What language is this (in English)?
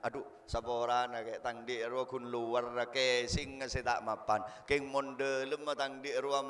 Madurese